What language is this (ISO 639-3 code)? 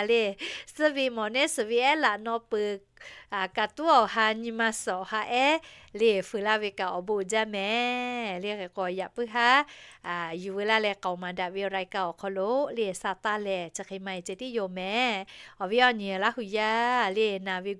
lhu